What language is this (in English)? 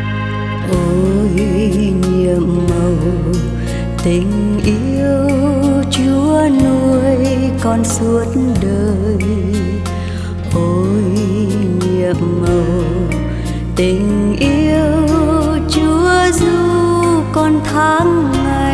Vietnamese